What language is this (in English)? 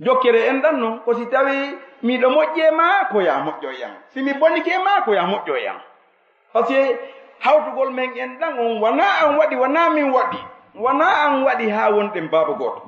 Fula